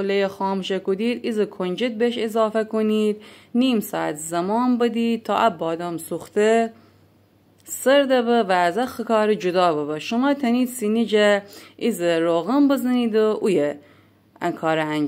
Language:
Gilaki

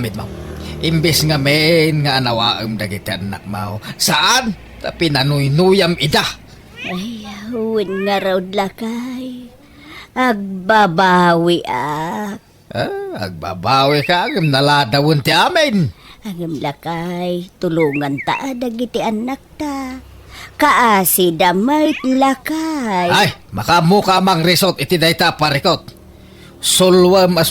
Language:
Iloko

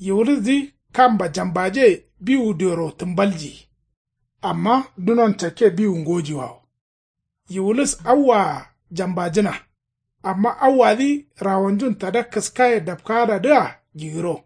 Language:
Kanuri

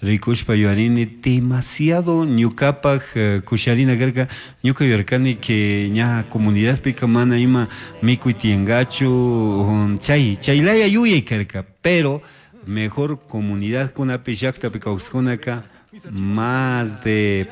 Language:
Chimborazo Highland Quichua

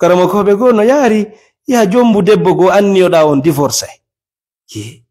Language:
Fula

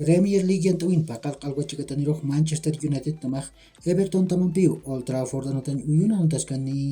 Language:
Aymara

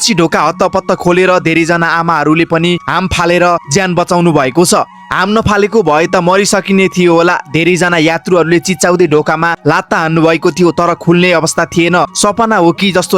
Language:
Nepali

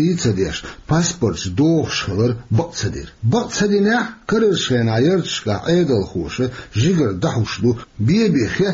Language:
Chechen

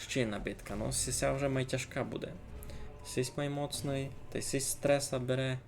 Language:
Rusyn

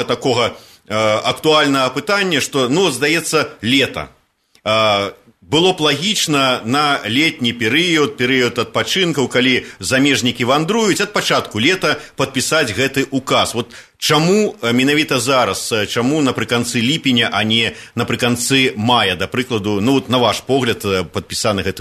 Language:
Belarusian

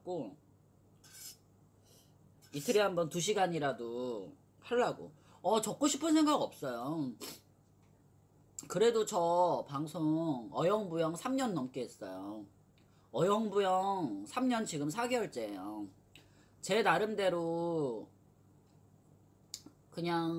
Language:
Korean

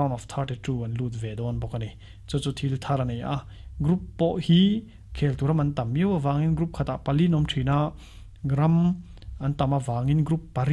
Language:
Mizo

